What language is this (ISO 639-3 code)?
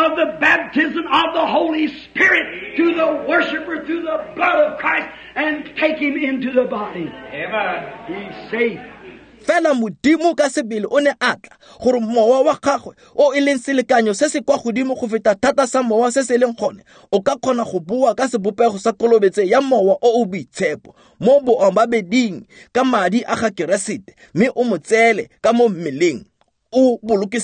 tsn